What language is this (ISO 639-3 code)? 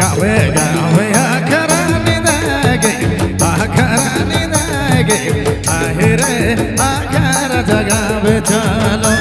sck